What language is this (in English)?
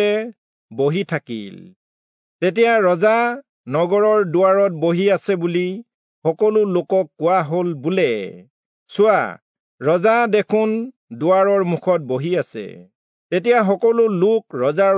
Assamese